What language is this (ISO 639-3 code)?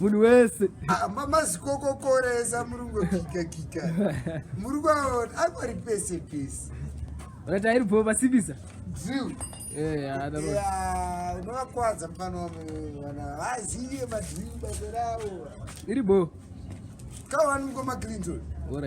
sna